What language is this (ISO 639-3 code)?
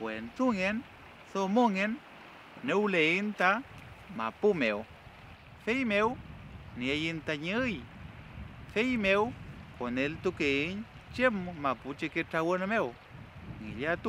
arn